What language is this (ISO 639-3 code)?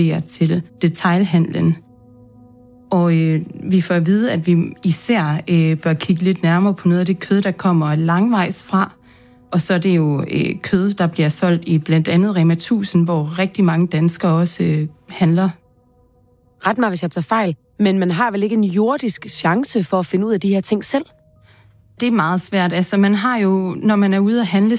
dan